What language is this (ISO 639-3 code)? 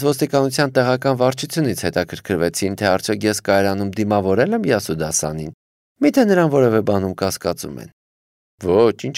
hye